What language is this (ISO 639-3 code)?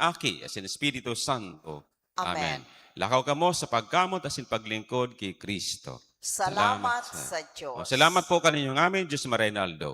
bik